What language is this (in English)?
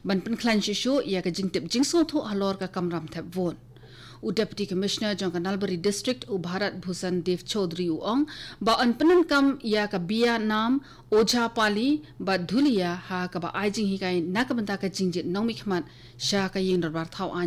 Khasi